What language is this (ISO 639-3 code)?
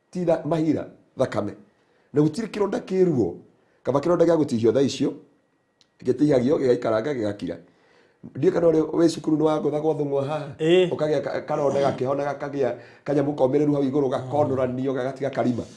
kik